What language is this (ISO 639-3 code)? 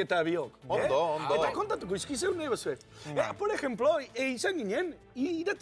eus